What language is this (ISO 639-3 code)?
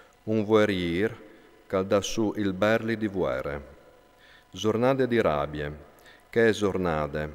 fur